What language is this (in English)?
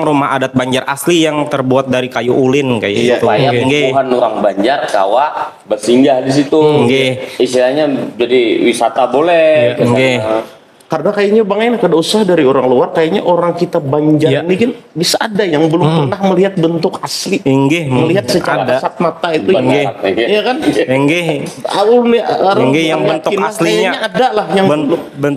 Banjar